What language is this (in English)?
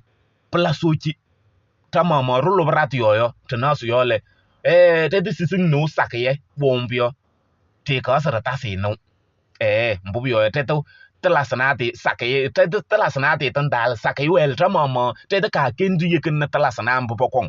Kabiyè